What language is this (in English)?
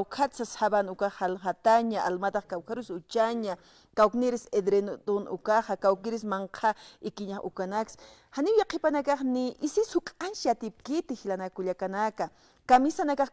Aymara